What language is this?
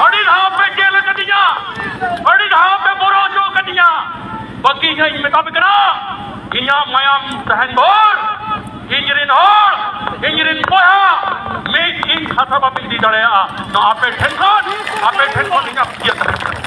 Santali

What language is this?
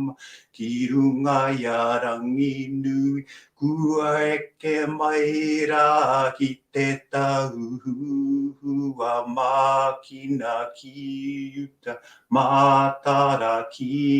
Māori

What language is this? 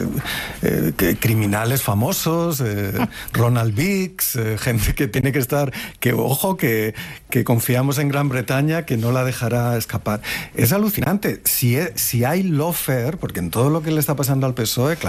Spanish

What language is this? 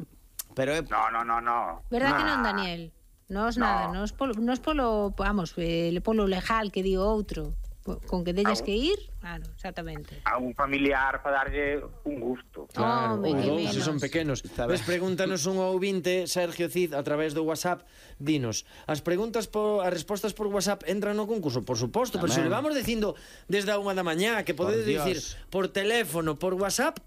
Galician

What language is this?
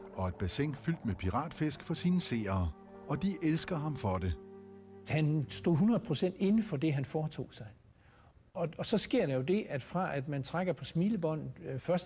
Danish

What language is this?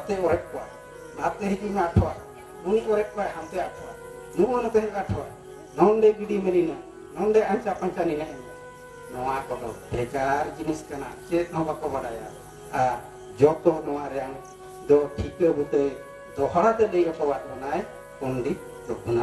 Santali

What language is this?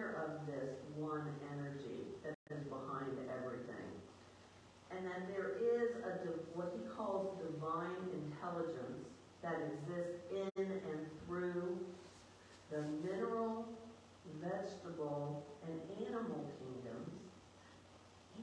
English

